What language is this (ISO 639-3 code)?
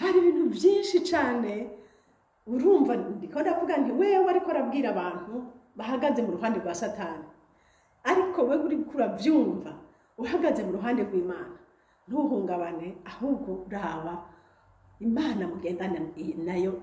run